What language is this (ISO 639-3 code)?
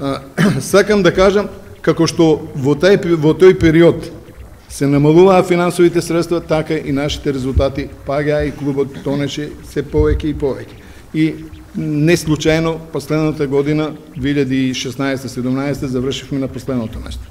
mkd